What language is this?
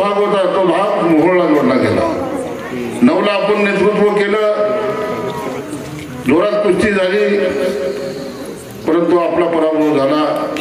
Marathi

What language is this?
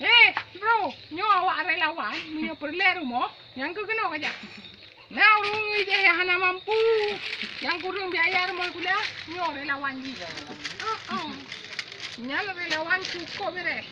Achinese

